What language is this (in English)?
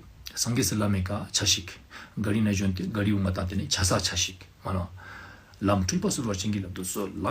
Ladakhi